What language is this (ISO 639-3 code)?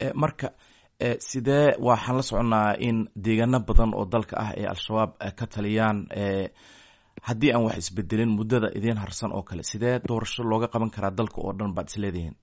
som